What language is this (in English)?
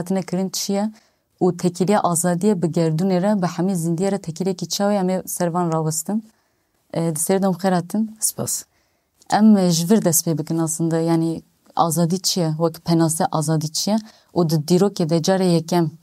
Kurdish